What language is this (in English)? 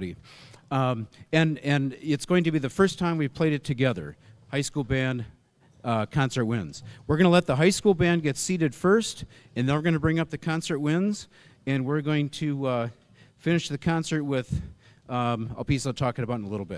English